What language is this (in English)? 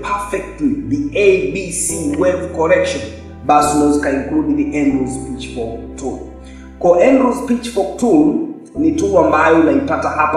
Swahili